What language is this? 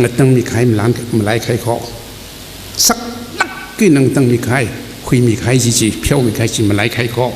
Tangkhul Naga (India)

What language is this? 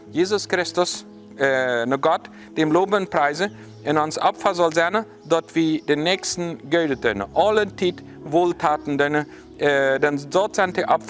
Plautdietsch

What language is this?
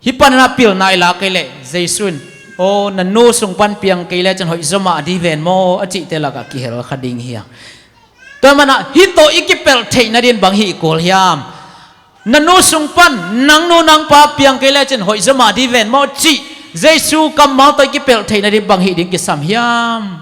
Tedim Chin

